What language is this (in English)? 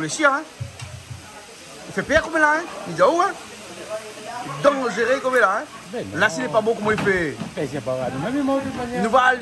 Réunion Creole French